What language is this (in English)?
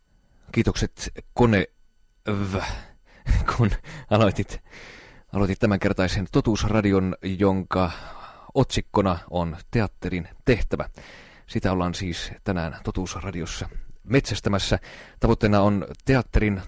Finnish